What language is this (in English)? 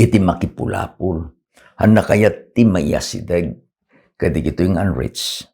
Iloko